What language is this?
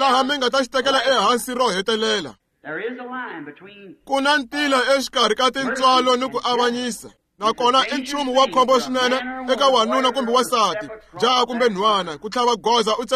Tsonga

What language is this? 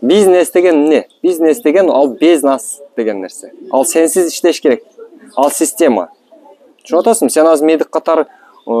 Kyrgyz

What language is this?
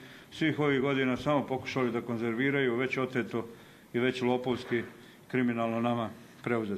Bosnian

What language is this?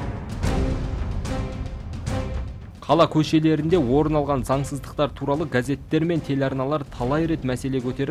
Kazakh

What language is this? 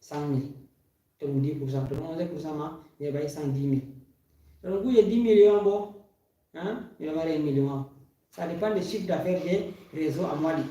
Fula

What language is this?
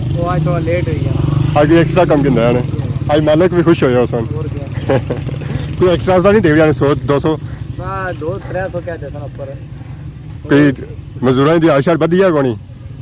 Pahari-Potwari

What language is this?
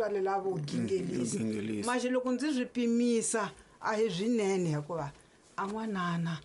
Tsonga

